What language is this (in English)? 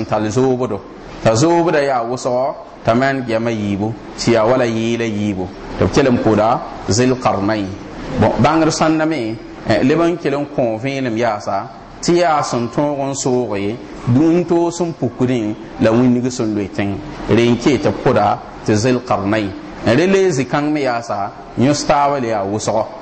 Mossi